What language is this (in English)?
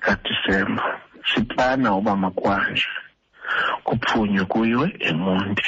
Xhosa